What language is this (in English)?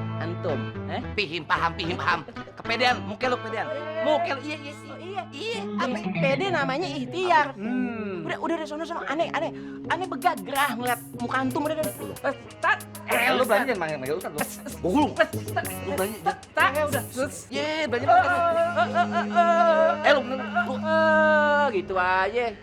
Betawi